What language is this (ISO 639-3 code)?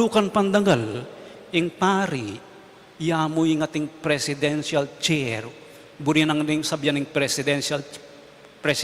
pam